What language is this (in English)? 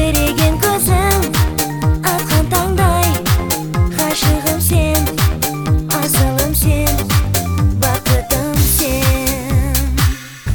Kazakh